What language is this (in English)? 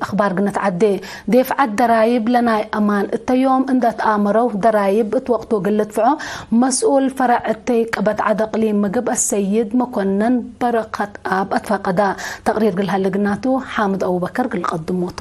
Tigre